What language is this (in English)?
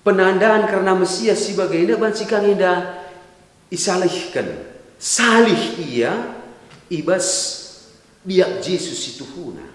Batak Karo